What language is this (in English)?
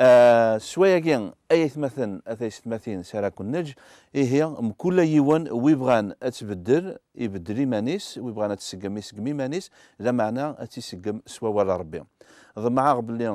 Kabyle